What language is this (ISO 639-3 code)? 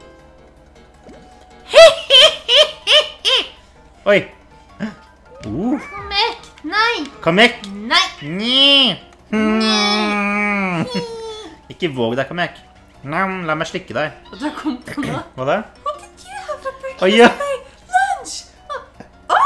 nor